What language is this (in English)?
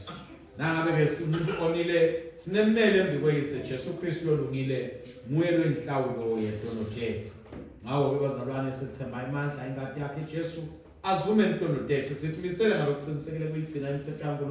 Swati